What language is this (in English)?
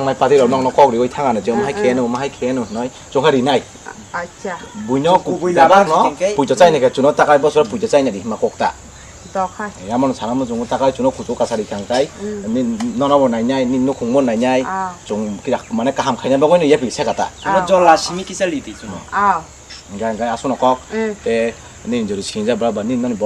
Kok Borok